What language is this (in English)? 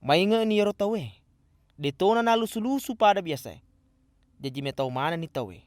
Buginese